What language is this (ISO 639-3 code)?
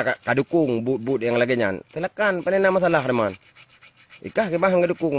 ace